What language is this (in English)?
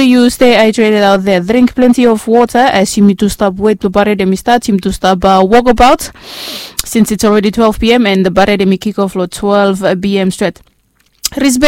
Bislama